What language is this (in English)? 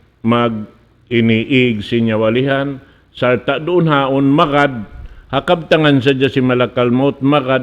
Tausug